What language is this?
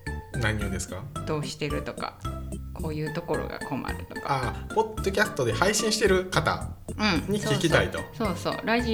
Japanese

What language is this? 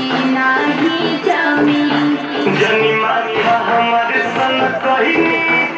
Bhojpuri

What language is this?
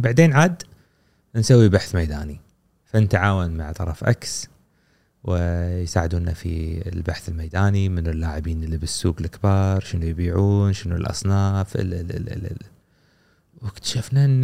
Gulf Arabic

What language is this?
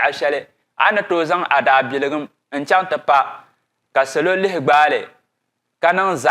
Dagbani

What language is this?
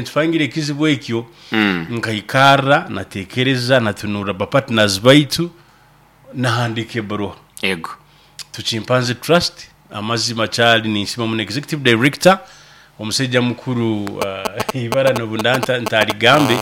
Nyoro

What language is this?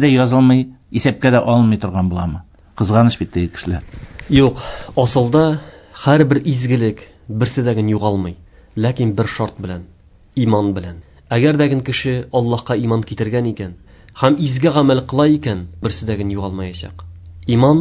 Tatar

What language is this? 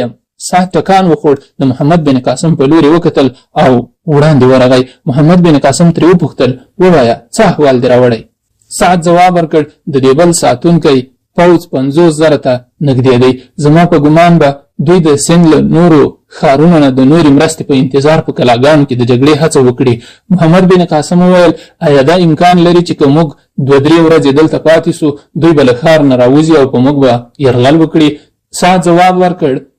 Pashto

